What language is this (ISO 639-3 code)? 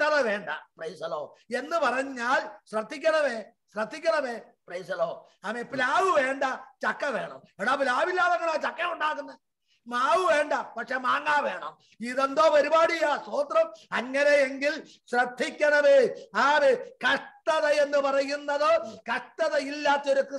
mal